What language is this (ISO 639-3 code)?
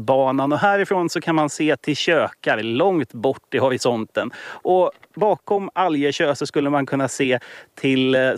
swe